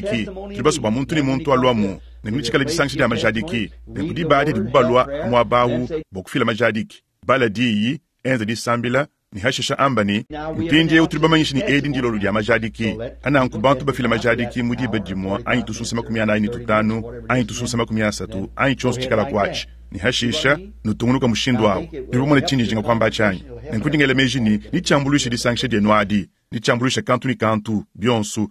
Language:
Luba-Lulua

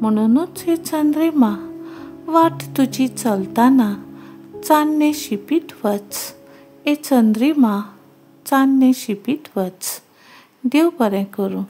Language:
Konkani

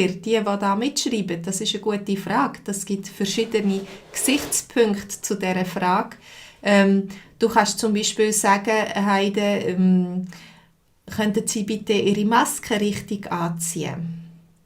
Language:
Swiss German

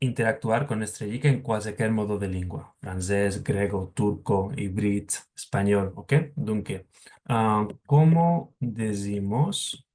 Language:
Ladino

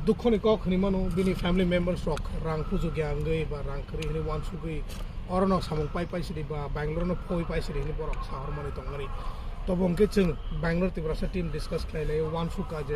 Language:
Kok Borok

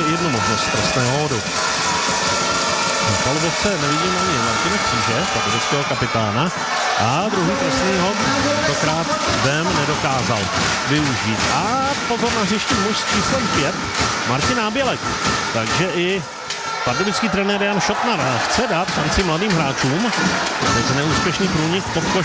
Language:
Czech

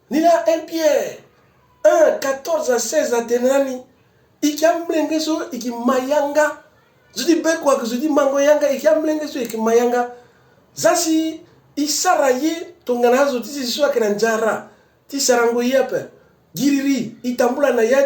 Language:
Sango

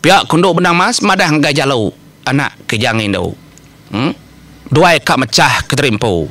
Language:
Iban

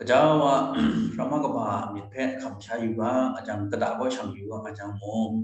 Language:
Kachin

